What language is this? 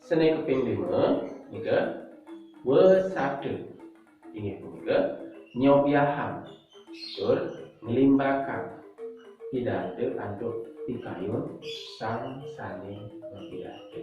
Balinese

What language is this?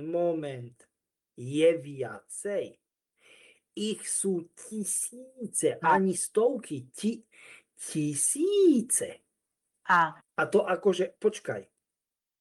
Slovak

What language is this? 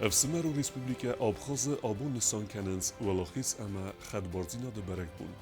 Ossetic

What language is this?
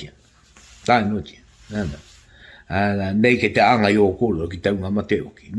Māori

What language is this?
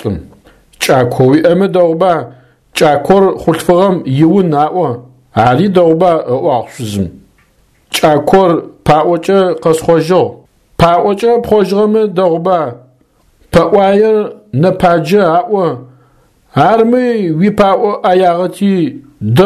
Adyghe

